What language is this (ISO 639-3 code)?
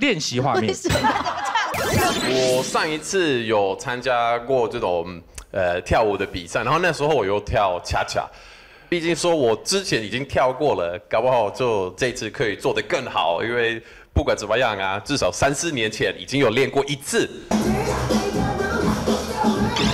zho